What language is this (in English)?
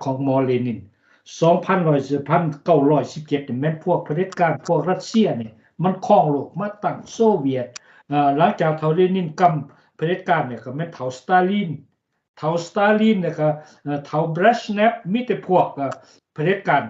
Lao